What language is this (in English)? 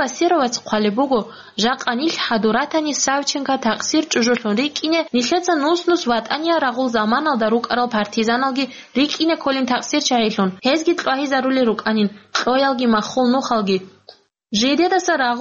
Avaric